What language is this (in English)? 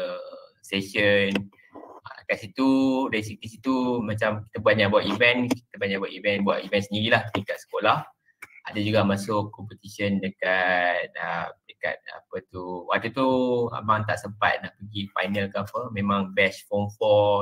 Malay